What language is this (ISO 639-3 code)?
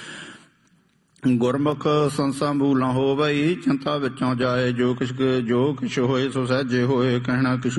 pan